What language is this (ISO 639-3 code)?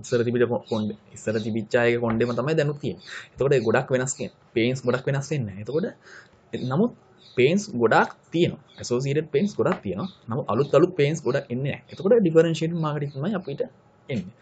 sin